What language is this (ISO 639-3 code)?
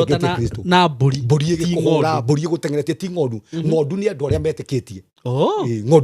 kik